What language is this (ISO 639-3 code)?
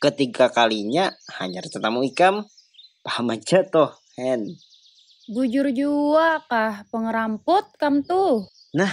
bjn